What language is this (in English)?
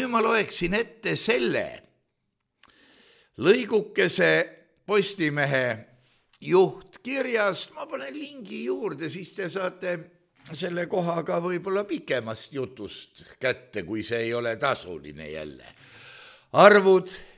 Estonian